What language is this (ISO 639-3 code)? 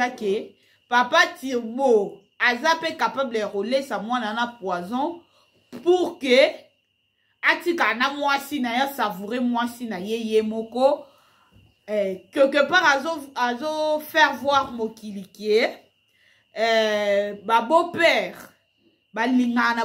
lin